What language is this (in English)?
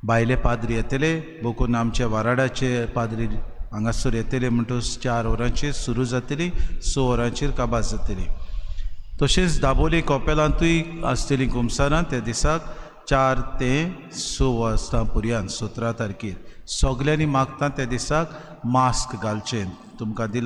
Konkani